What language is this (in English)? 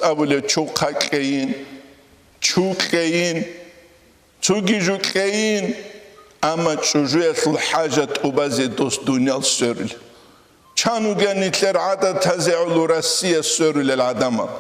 Avaric